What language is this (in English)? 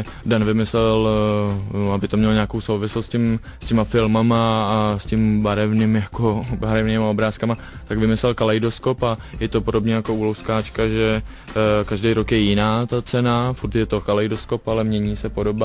Czech